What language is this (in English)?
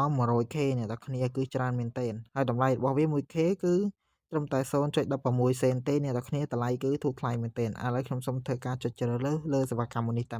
Khmer